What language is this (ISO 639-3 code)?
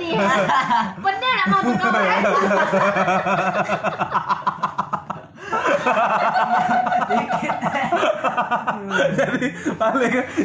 ind